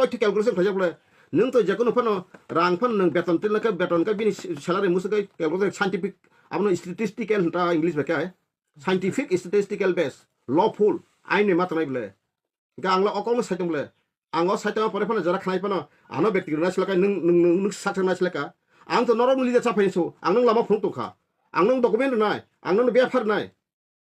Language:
Kok Borok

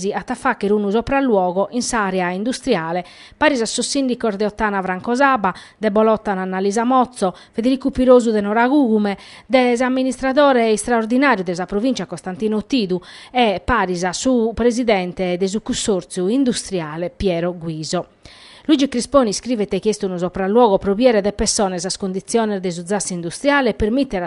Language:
Sardinian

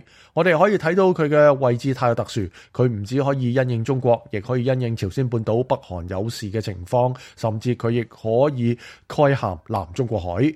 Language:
Cantonese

